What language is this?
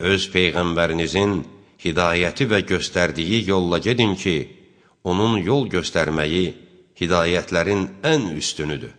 Azerbaijani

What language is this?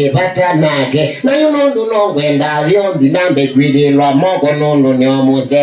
Kamba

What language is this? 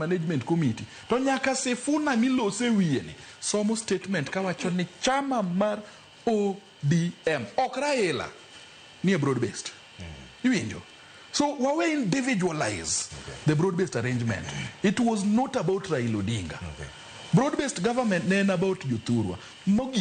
Luo (Kenya and Tanzania)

